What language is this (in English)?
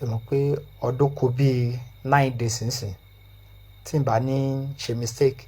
Yoruba